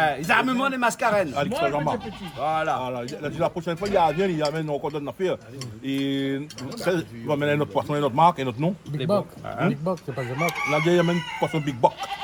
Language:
Réunion Creole French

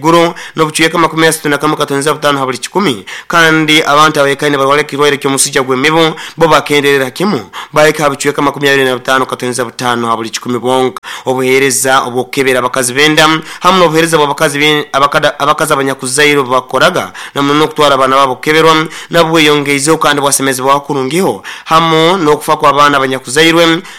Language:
Nyoro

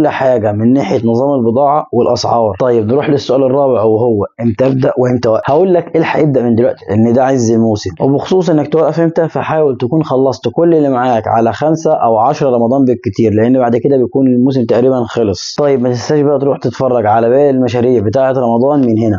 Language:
Egyptian Arabic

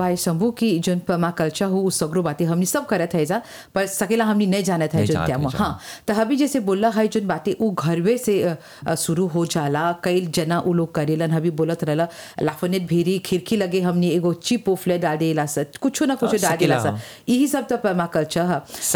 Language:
Bhojpuri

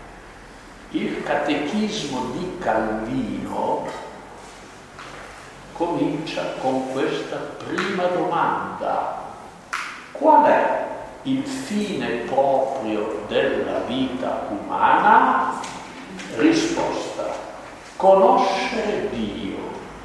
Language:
Italian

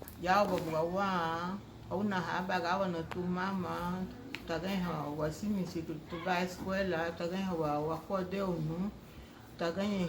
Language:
Garifuna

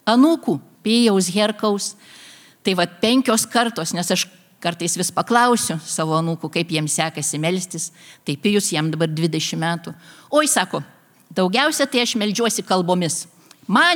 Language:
Lithuanian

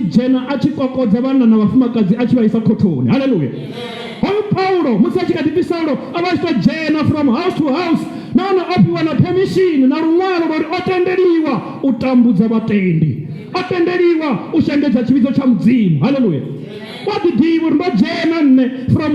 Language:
Venda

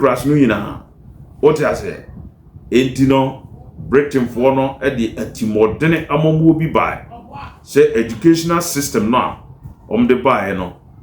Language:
Akan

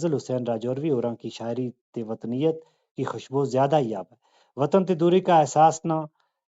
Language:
Gujari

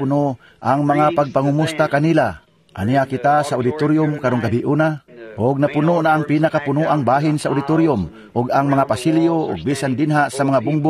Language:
Cebuano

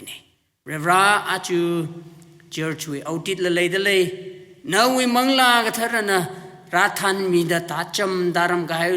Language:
Tangkhul Naga (India)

